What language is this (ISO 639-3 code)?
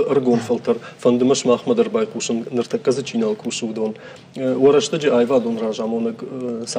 oss